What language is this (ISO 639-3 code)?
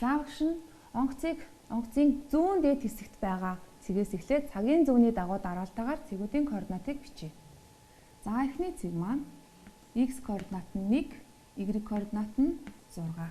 mon